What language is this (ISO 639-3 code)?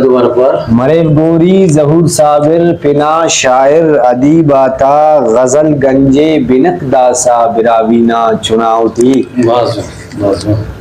brh